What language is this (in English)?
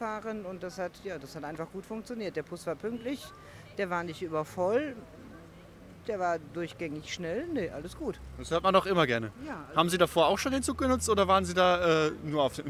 German